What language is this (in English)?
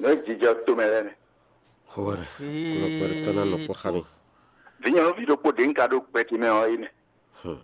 Fon